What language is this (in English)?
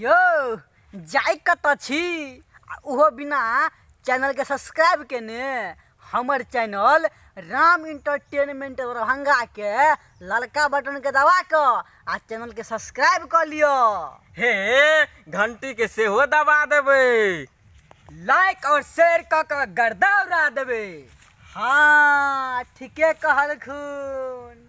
Maithili